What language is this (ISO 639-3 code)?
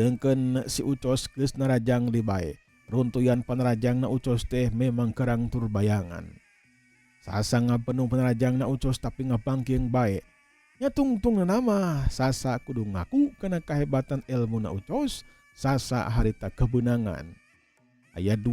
sun